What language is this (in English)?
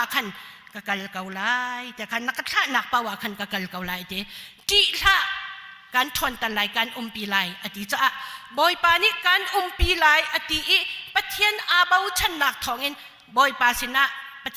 Hakha Chin